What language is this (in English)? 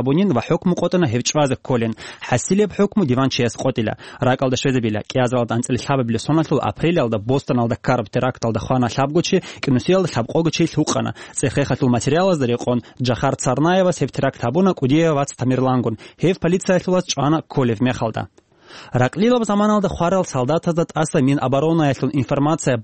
Avaric